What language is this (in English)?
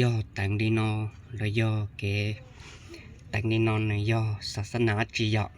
Hmong